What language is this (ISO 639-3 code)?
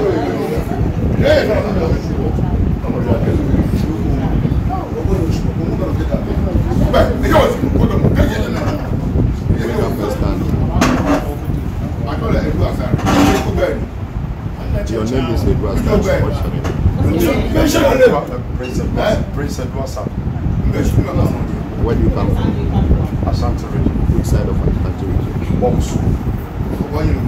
eng